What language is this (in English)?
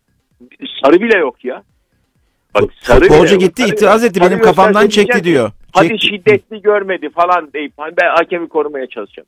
Turkish